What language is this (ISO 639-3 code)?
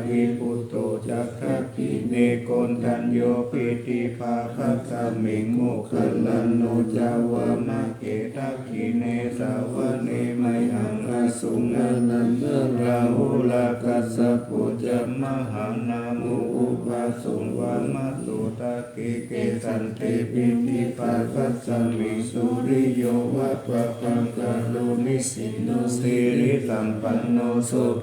pli